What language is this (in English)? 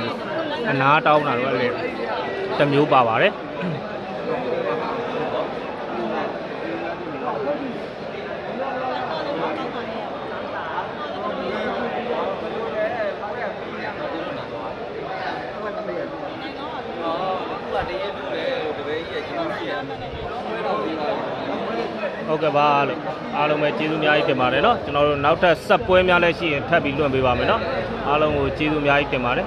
Burmese